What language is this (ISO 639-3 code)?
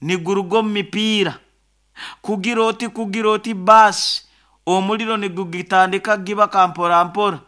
nyo